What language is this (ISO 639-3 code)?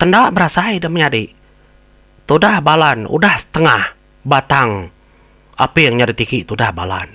iba